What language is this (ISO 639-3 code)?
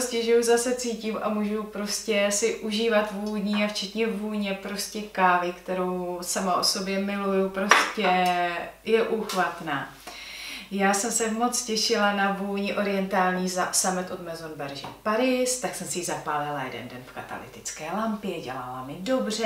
ces